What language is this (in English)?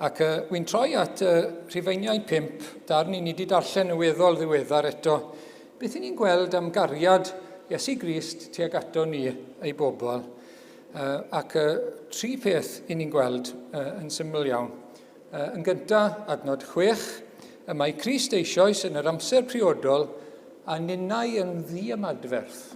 Welsh